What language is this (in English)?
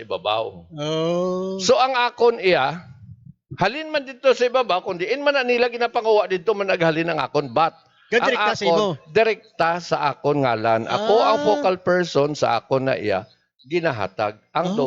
Hiligaynon